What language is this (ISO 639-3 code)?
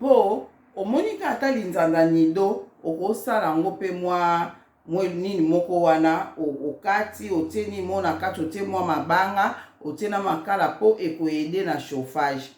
lin